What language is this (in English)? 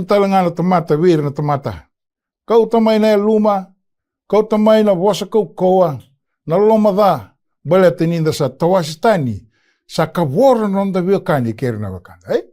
Fijian